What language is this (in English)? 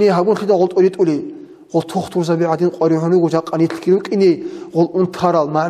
Avaric